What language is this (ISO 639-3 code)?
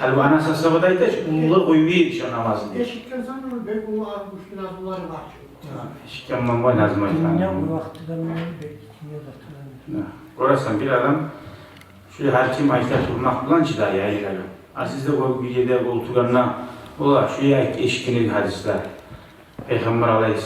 kum